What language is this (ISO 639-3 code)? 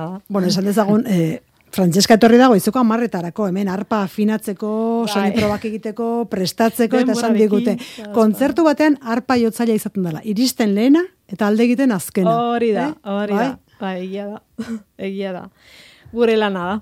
eus